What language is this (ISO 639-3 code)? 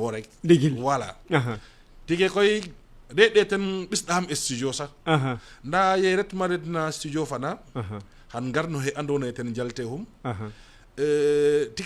srr